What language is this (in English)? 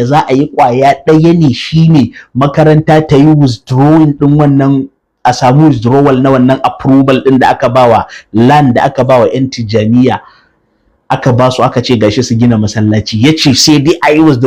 Hausa